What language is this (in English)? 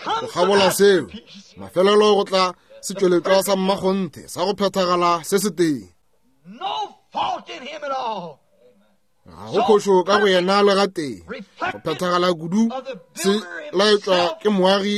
Northern Sotho